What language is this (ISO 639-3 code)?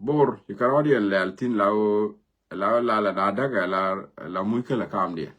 nus